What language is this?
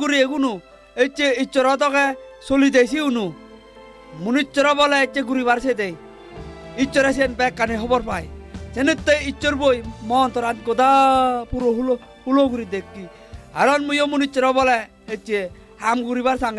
Chakma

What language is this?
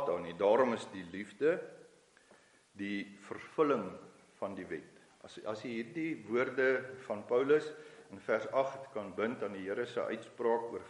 Afrikaans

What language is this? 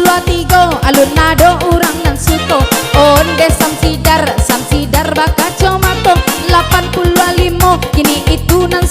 Minangkabau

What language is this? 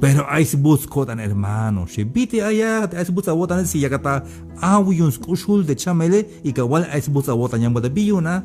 Tzeltal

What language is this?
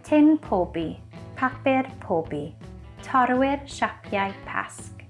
Welsh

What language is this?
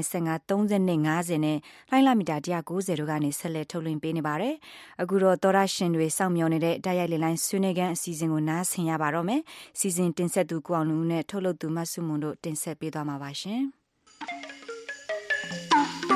Burmese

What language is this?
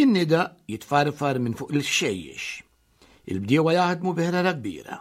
Maltese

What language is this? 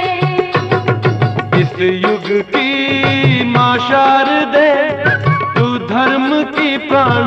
Hindi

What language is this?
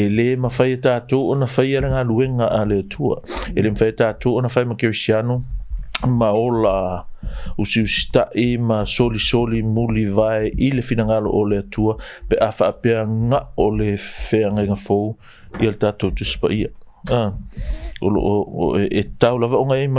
Samoan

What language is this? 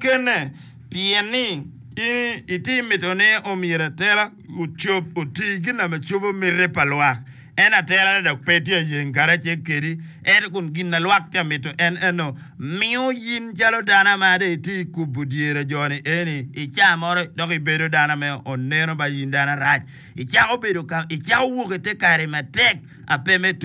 Acoli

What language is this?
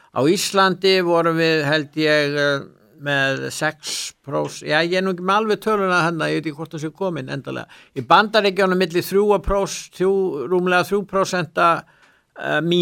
Icelandic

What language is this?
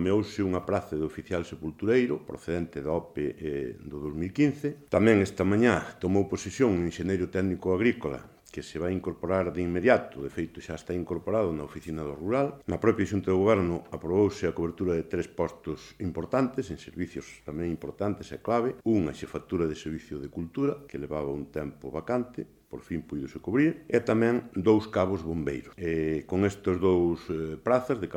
Galician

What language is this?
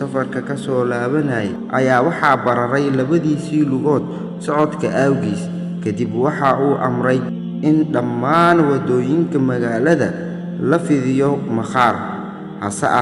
Somali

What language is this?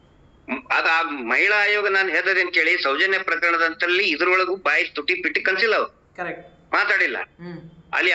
Kannada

